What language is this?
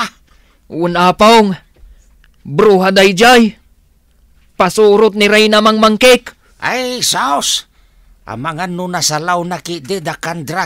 Iloko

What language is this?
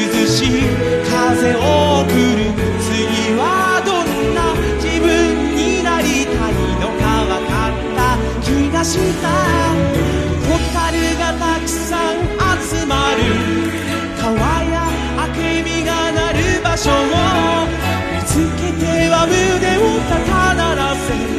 Japanese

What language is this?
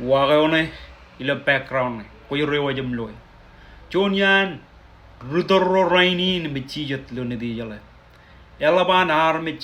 Marshallese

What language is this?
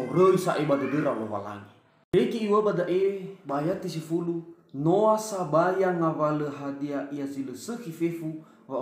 Nias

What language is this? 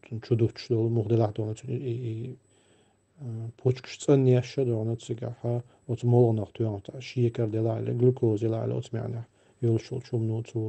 Chechen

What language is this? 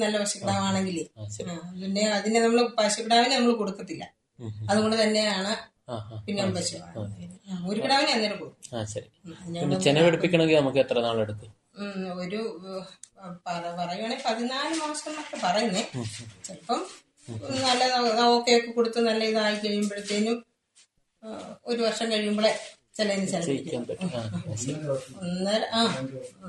Malayalam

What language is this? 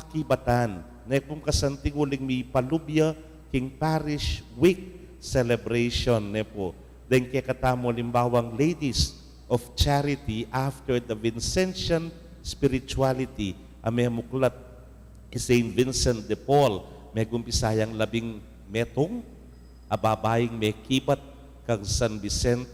Pampanga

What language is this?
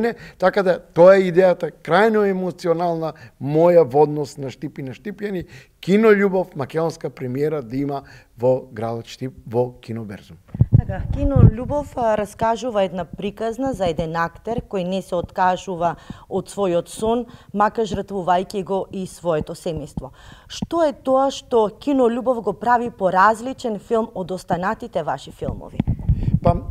Macedonian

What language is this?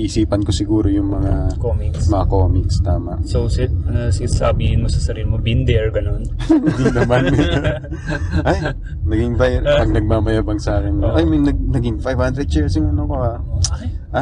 Filipino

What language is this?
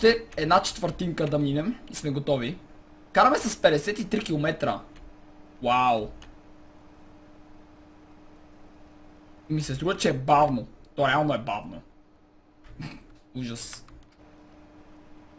Bulgarian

